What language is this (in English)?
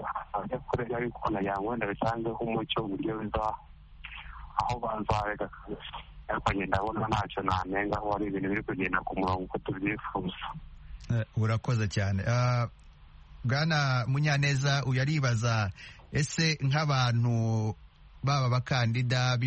Kinyarwanda